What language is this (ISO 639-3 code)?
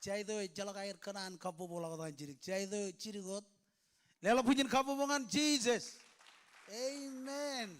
mah